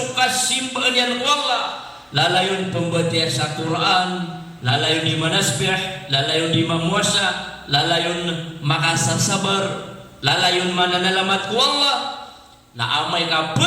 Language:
Maranao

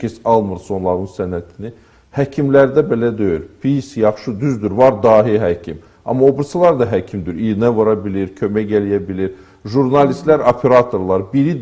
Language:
Azerbaijani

